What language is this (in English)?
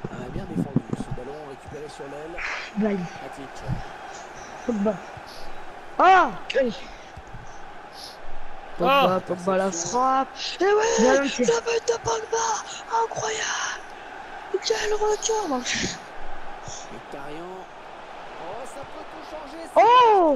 French